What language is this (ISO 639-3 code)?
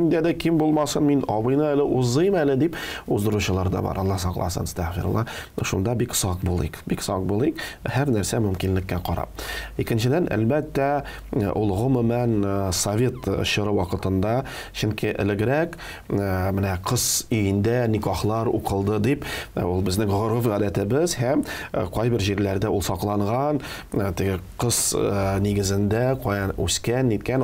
tat